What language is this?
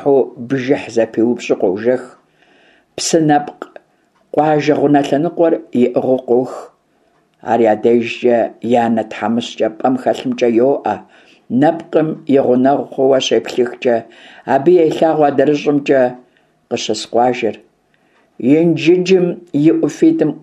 Kabardian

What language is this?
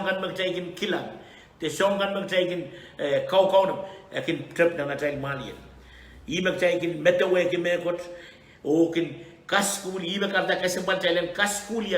Pohnpeian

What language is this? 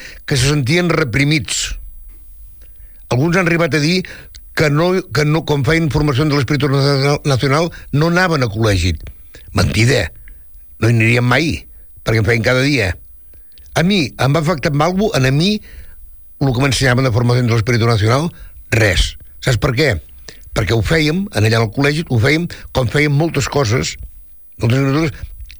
Catalan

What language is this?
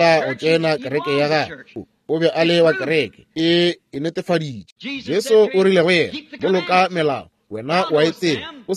Northern Sotho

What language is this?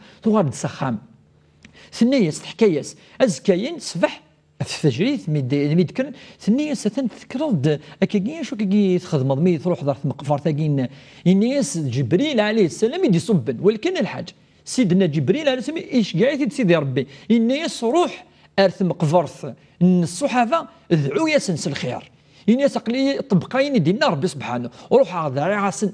Kabyle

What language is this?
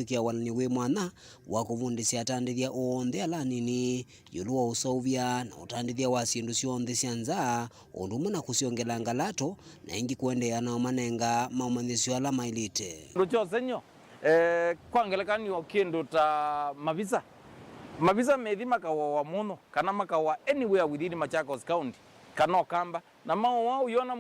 Kamba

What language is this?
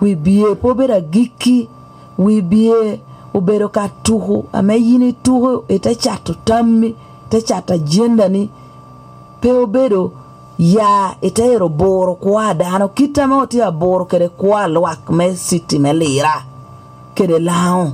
Lango (Uganda)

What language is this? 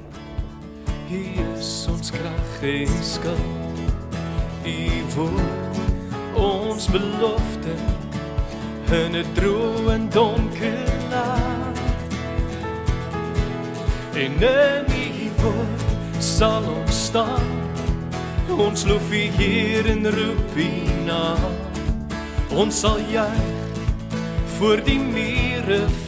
Afrikaans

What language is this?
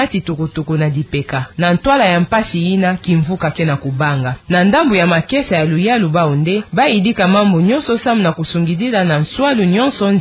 Kituba (Democratic Republic of Congo)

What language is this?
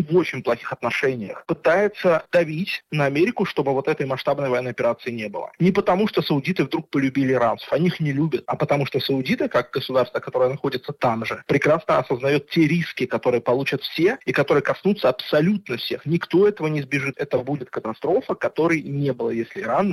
Russian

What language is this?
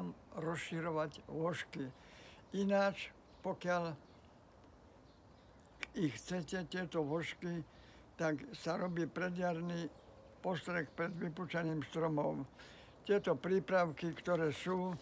Slovak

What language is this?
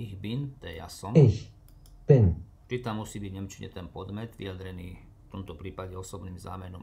Slovak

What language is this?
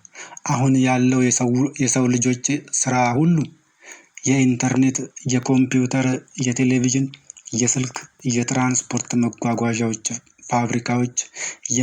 Amharic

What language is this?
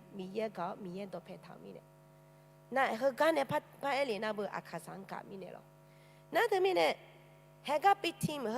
Akha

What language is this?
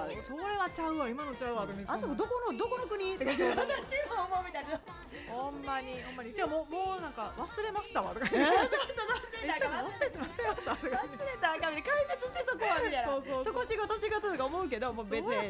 Japanese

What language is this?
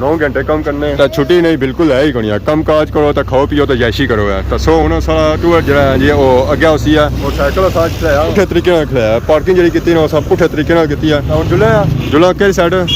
Pahari-Potwari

